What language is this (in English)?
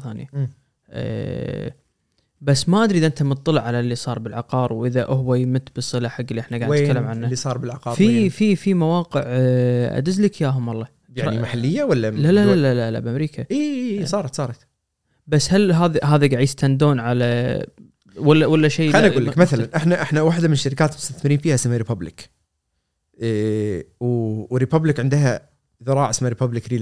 Gulf Arabic